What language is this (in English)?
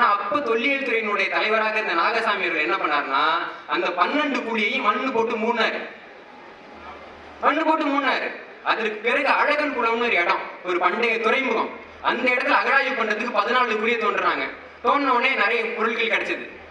Tamil